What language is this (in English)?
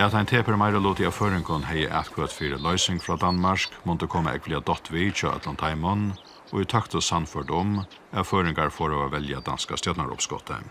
Faroese